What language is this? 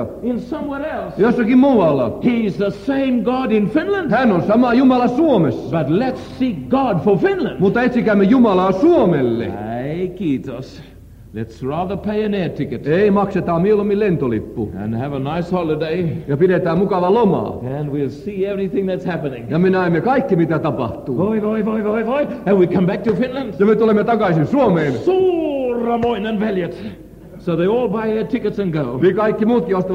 Finnish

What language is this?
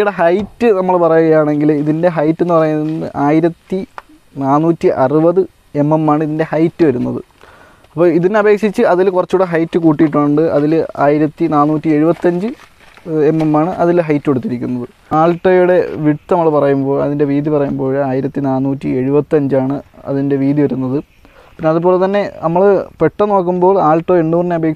Malayalam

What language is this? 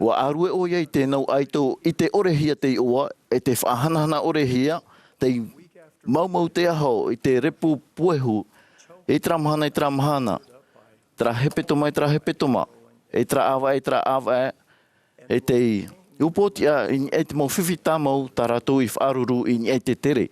Tahitian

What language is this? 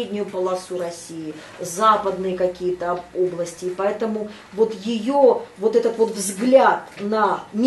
Russian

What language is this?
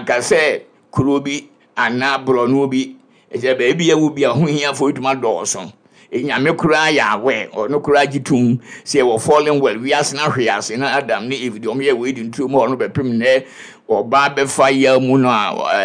Akan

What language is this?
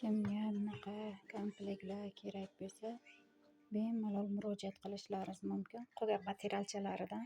Uzbek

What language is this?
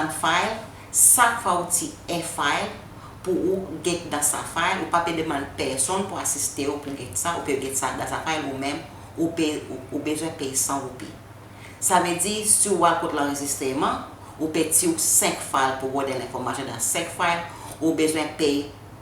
Seselwa Creole French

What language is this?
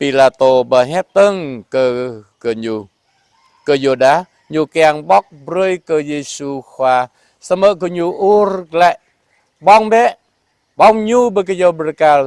Jarai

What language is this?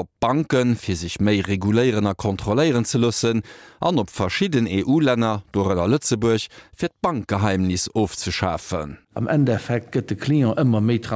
Luxembourgish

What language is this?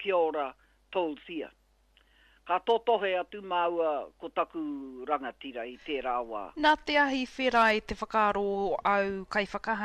Māori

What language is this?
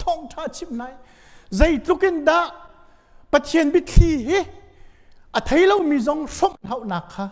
Hakha Chin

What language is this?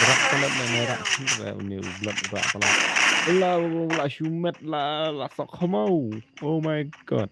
Khasi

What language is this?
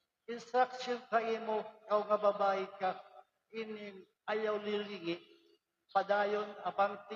Waray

